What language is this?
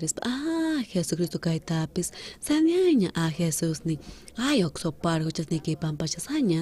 South Bolivian Quechua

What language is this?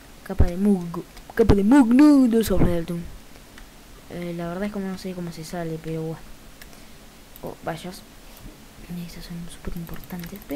Spanish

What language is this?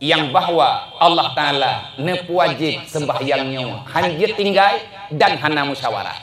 Achinese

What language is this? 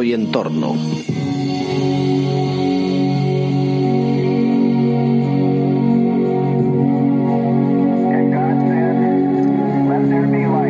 Spanish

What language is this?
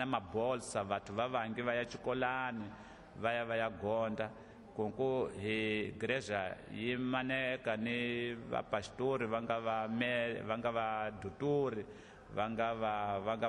Tsonga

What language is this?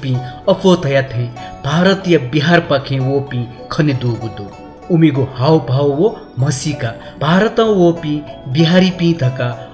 Newari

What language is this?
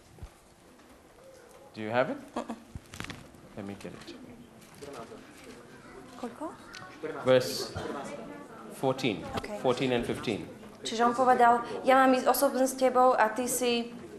Slovak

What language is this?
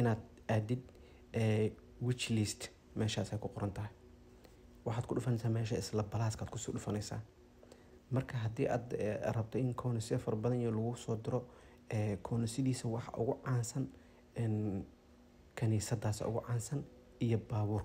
Somali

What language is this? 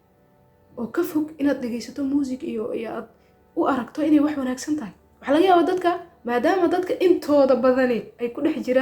Somali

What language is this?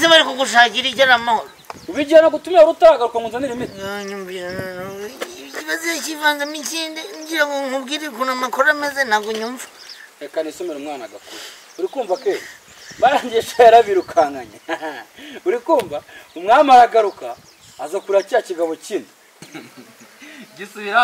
Kinyarwanda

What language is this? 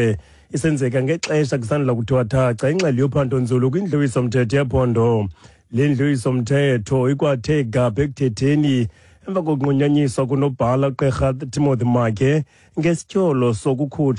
Xhosa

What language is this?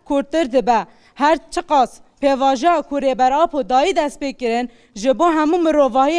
Kurdish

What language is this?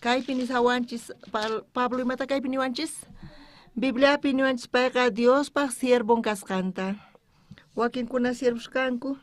South Bolivian Quechua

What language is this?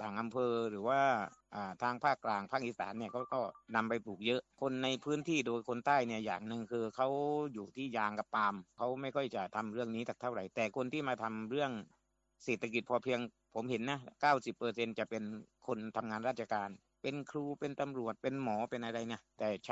Thai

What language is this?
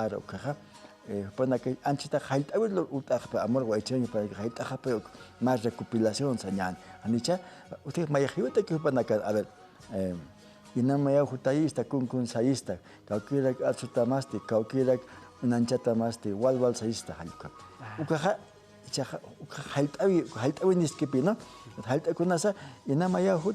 Aymara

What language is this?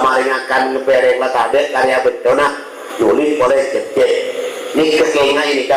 Madurese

